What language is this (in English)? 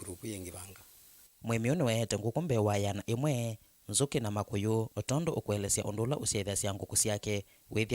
Kamba